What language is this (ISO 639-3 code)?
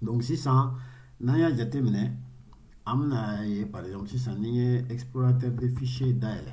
bam